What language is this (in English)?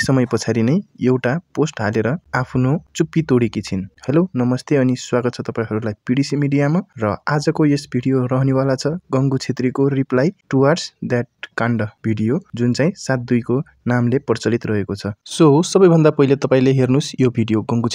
Nepali